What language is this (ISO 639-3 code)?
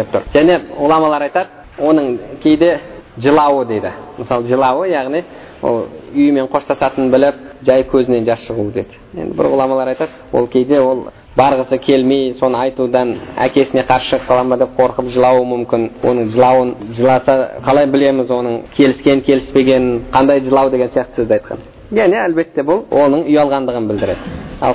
kaz